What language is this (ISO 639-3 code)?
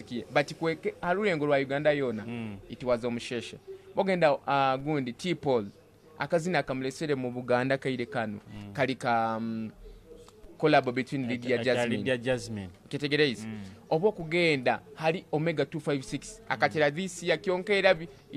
nyo